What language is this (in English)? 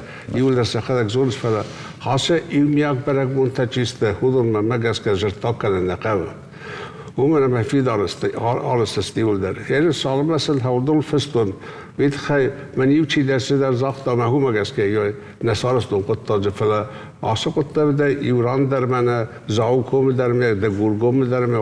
Ossetic